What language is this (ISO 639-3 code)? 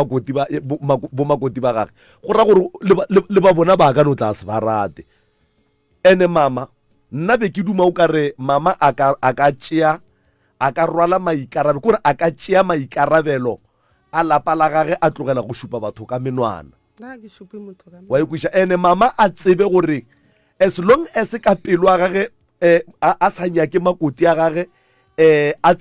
nso